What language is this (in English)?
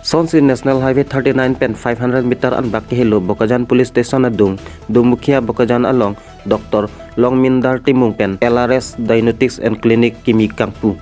Karbi